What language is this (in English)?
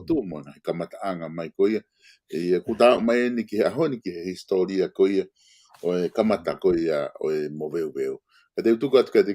Tongan